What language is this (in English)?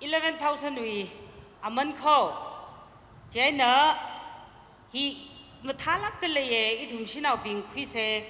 Tangkhul Naga (India)